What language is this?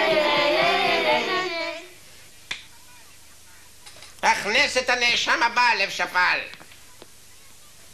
Hebrew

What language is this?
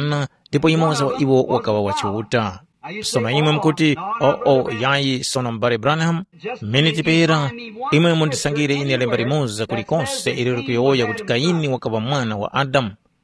Tumbuka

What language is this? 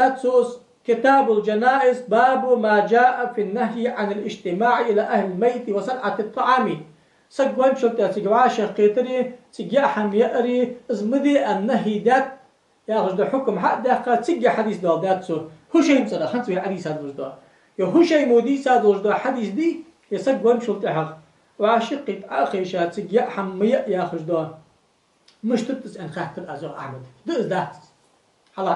Ingush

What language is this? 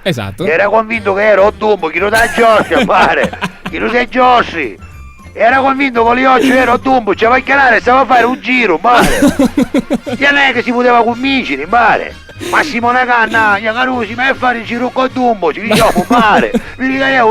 Sicilian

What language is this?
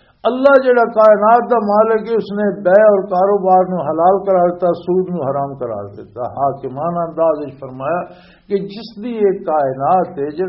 Western Panjabi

